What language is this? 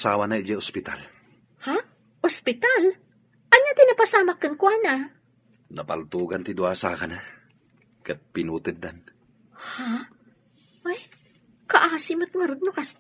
Iloko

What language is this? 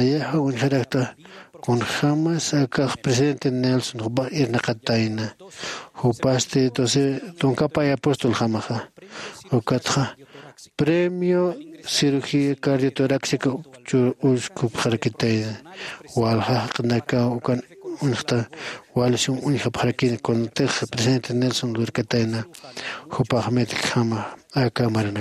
Aymara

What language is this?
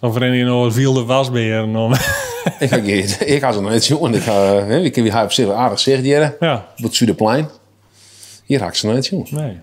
Western Frisian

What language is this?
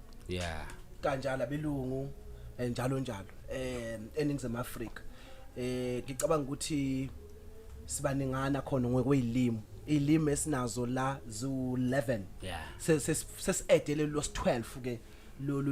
Zulu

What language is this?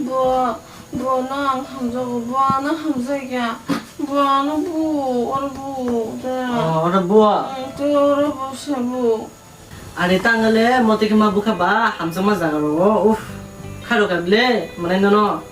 Kok Borok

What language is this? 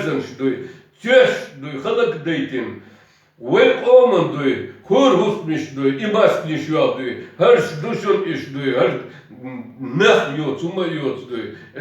Chechen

